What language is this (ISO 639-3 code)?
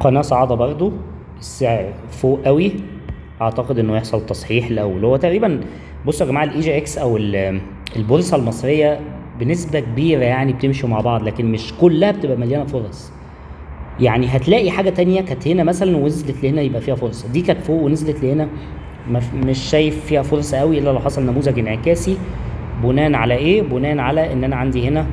arz